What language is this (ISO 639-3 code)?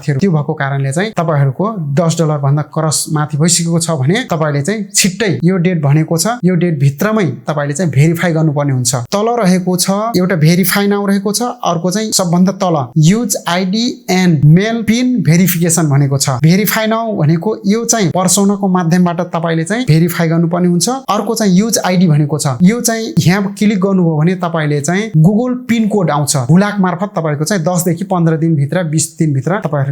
nep